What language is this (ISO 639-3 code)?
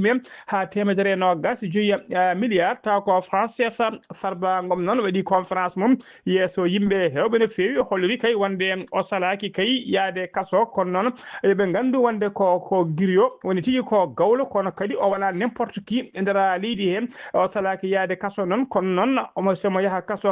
ful